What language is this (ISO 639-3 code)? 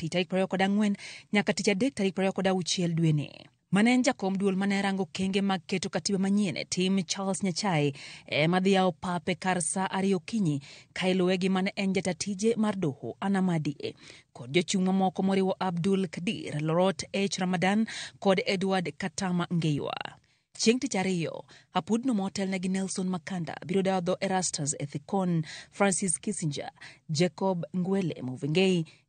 luo